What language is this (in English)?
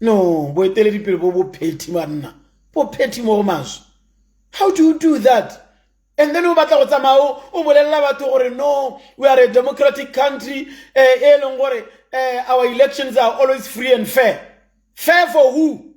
Tswana